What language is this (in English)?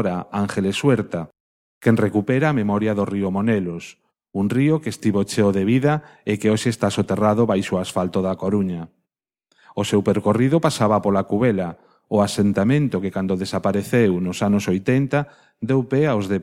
Galician